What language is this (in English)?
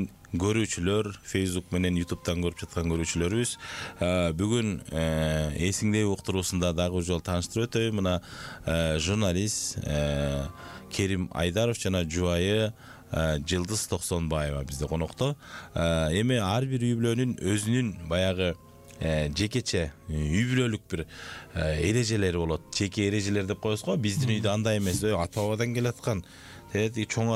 Kyrgyz